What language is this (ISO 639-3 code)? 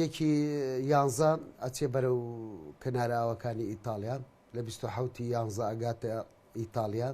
ckb